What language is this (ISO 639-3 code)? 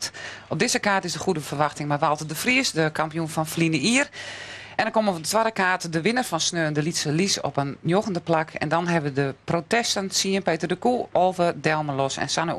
fry